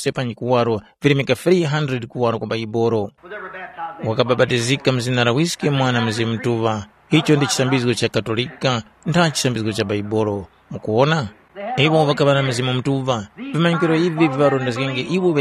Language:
Tumbuka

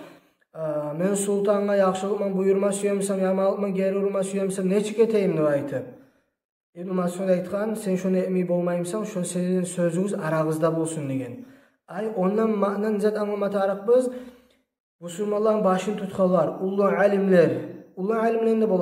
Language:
Kumyk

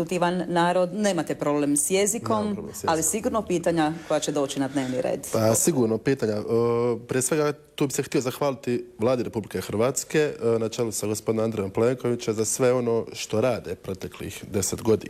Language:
Croatian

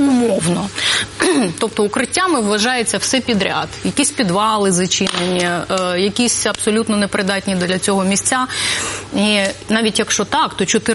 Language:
Ukrainian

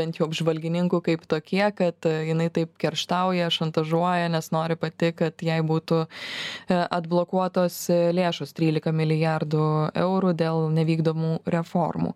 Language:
Lithuanian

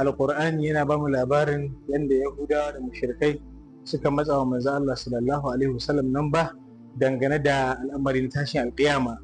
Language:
Hausa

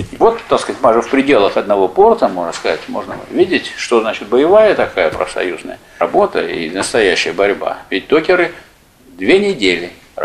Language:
Russian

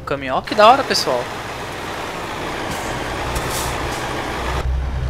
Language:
Portuguese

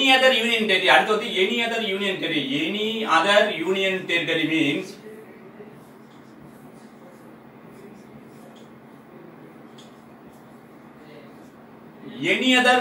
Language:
Tamil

